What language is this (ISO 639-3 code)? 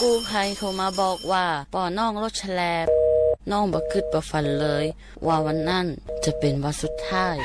lhu